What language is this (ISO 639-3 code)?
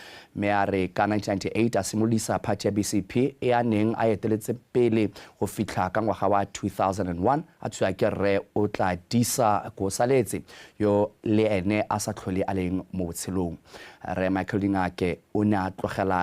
tsn